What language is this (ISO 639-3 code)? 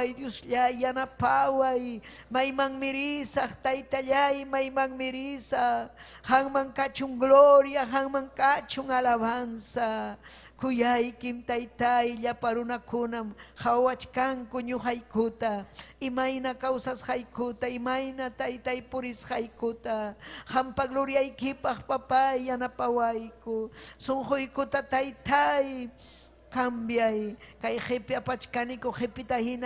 quy